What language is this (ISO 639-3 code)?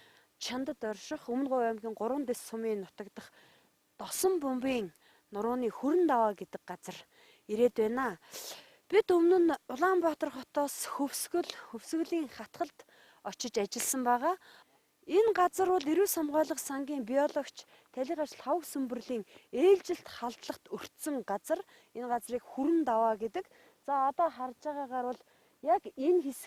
mon